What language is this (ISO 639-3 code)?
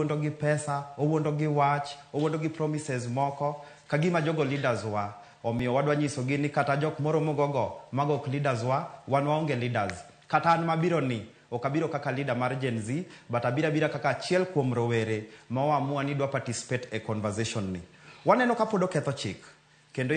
luo